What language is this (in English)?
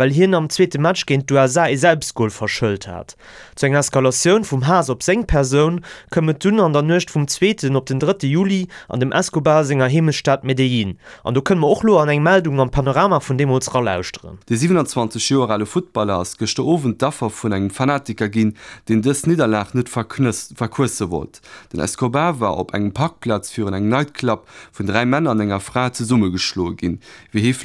Luxembourgish